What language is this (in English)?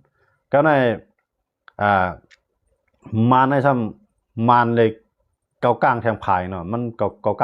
Shan